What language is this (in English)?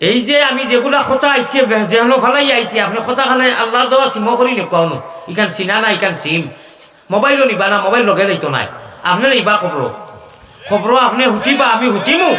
Sylheti